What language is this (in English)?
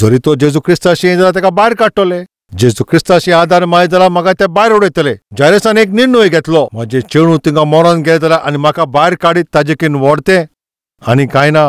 Konkani